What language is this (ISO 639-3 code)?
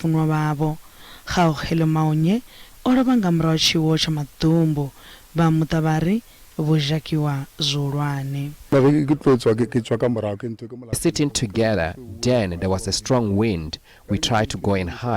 ven